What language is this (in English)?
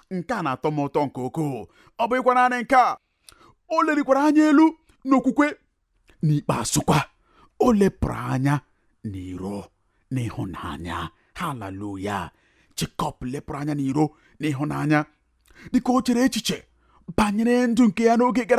Igbo